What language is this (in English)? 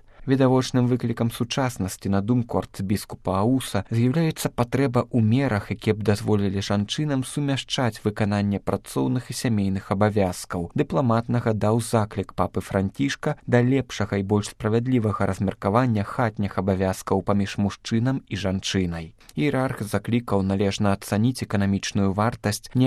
Belarusian